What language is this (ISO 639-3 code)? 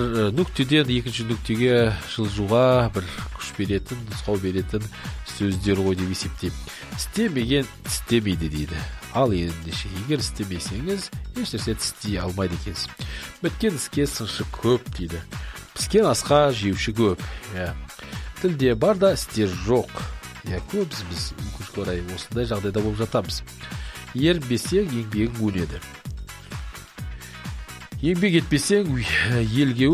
kaz